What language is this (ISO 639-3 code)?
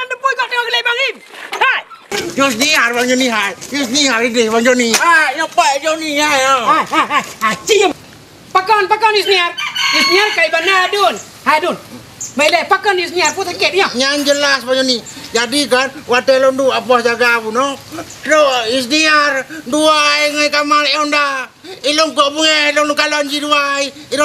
ace